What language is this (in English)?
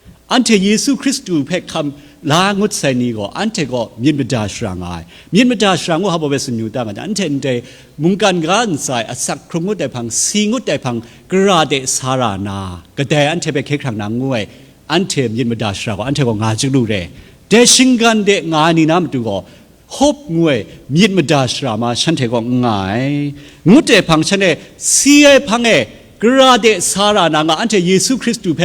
Kachin